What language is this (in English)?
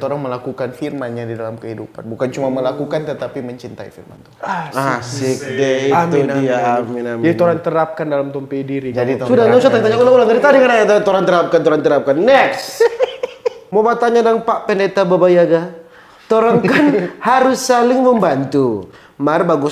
Manado Malay